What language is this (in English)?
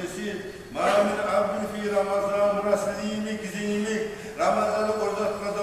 Kumyk